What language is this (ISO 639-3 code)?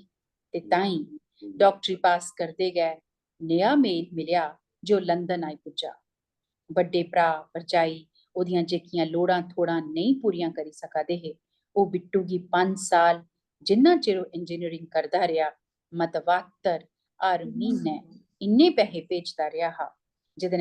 doi